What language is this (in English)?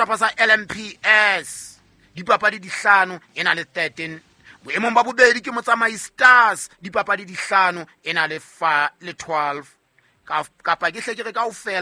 Southern Sotho